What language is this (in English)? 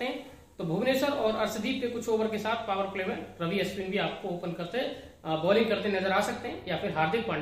Hindi